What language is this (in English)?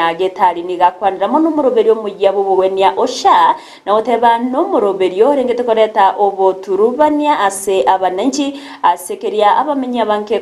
Gusii